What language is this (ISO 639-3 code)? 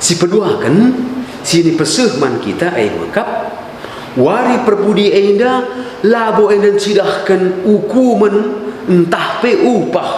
btx